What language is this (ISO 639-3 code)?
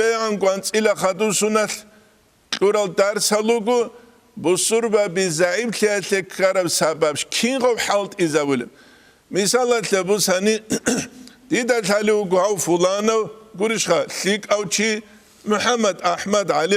ava